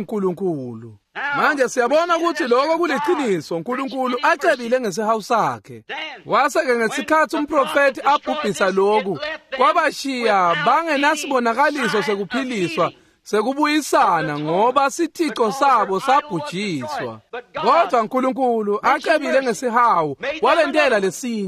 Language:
Swati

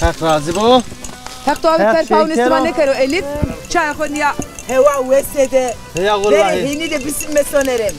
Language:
Zaza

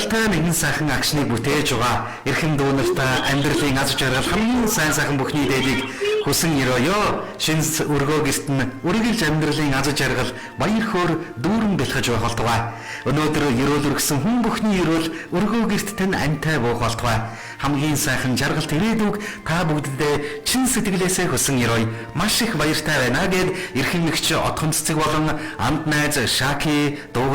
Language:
Mongolian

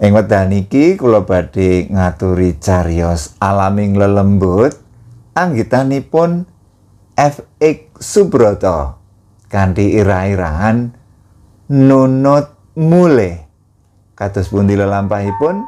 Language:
Javanese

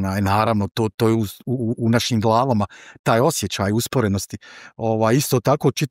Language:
Bosnian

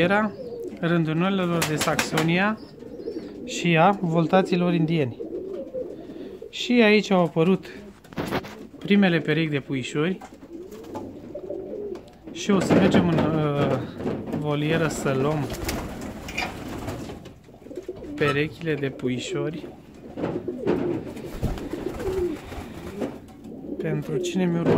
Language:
Romanian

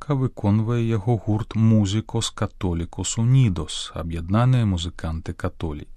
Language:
Belarusian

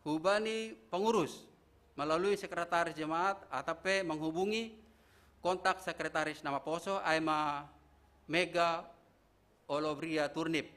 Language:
Batak Simalungun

